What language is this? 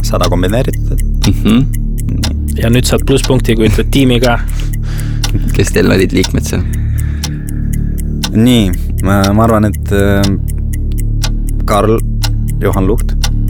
Estonian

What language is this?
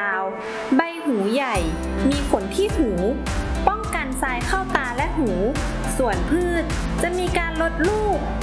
Thai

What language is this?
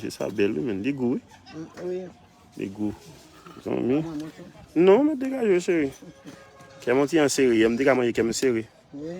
Haitian Creole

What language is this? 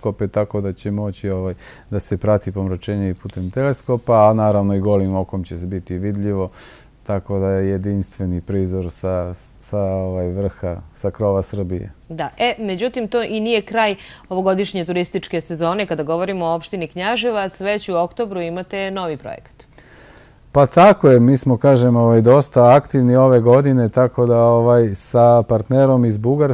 Serbian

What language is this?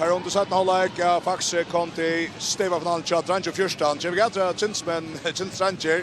Faroese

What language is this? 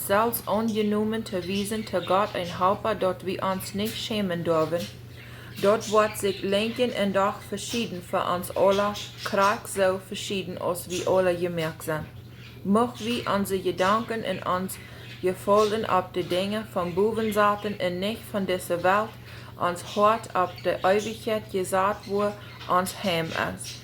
Plautdietsch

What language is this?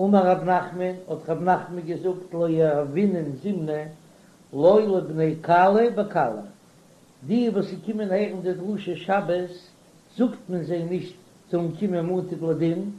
Yiddish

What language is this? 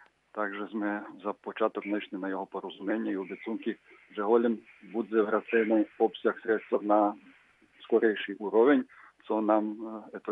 Rusyn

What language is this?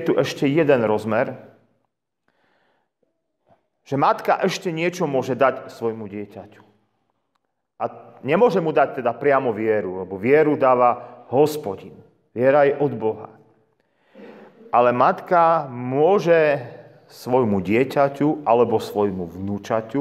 Slovak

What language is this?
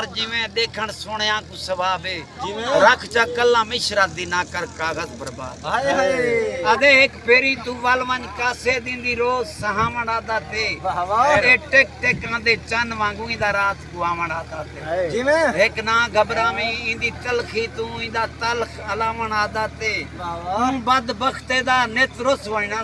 Saraiki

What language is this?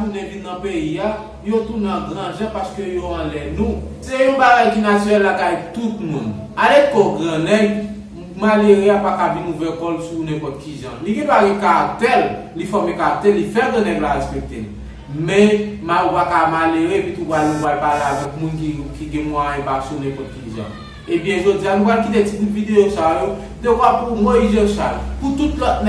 Haitian Creole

